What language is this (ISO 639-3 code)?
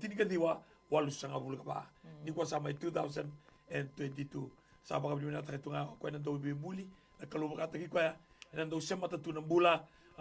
fij